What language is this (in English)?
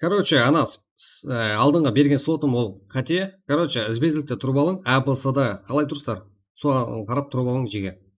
Kara-Kalpak